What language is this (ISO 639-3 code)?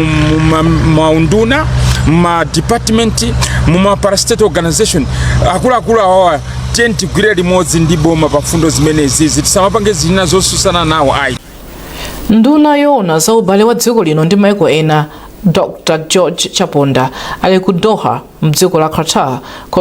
nya